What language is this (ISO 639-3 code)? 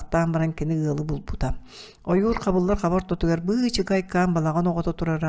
sah